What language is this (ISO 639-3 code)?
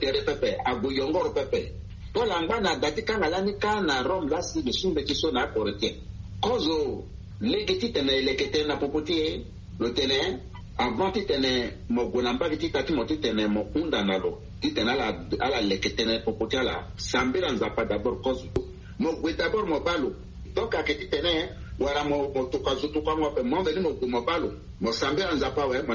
sag